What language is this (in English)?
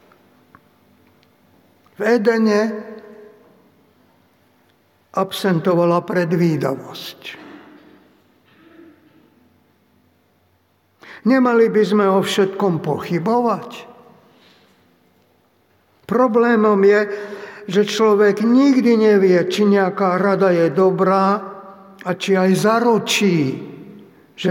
Slovak